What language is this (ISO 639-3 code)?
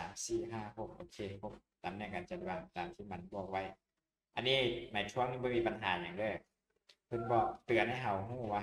lao